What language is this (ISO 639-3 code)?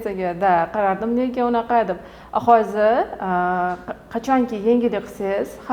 uzb